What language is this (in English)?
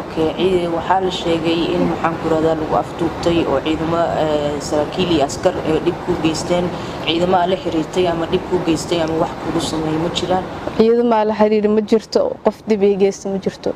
Somali